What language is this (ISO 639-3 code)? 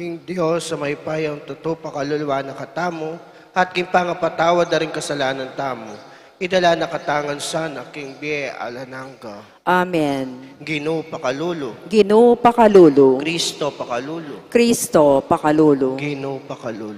pam